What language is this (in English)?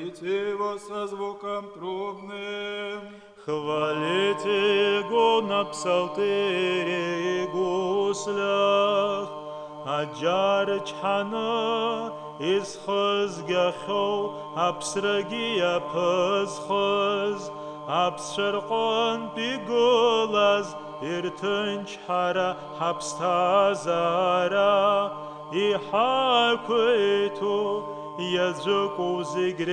Abkhazian